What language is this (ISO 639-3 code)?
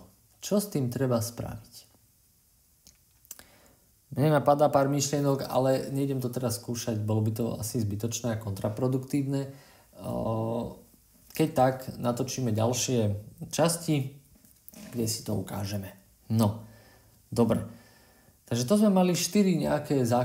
slk